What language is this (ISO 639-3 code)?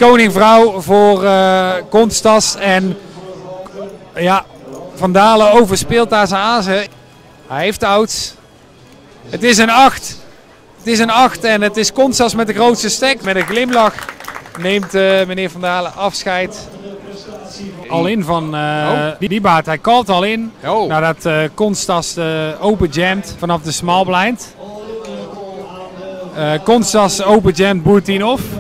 nld